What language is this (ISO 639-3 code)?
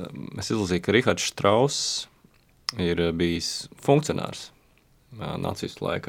lav